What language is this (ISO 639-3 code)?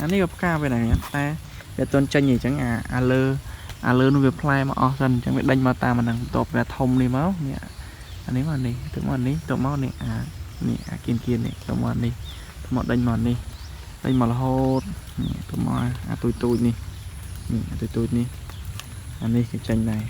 khm